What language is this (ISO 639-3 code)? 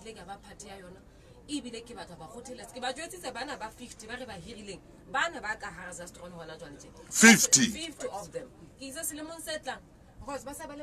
sot